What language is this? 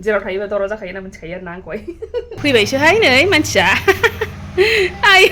Bodo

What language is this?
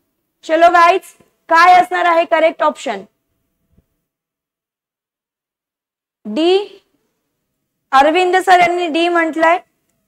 Marathi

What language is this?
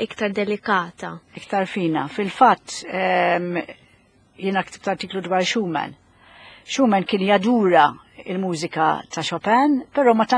Maltese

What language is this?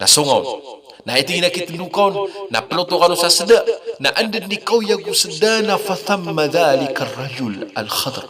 Maranao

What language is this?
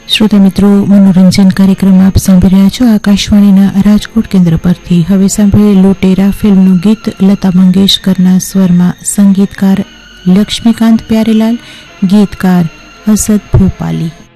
Gujarati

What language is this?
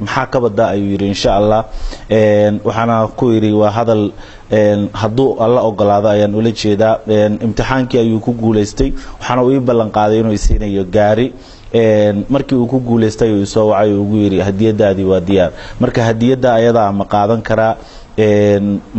Somali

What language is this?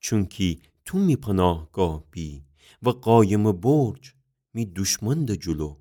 Gilaki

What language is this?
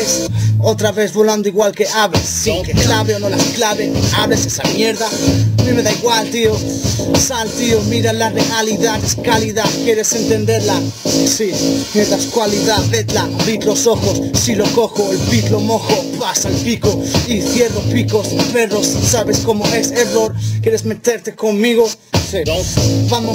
Spanish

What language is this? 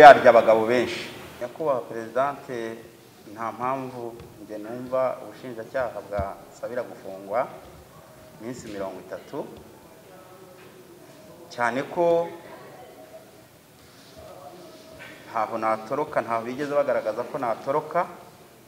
Kinyarwanda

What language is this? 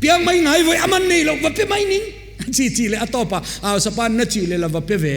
Paite Chin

